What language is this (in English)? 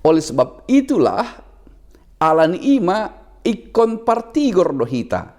Batak Toba